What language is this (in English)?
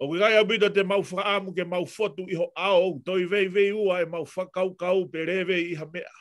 Tongan